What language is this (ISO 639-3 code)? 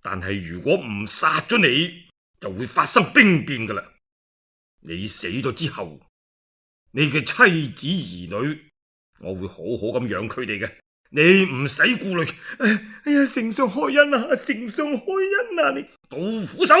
yue